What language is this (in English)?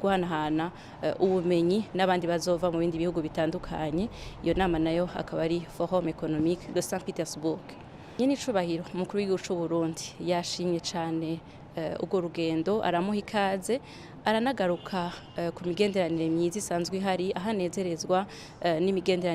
Rundi